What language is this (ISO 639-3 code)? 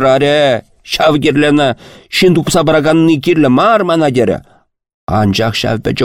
chv